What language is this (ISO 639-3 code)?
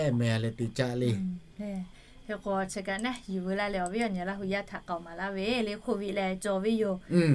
lhu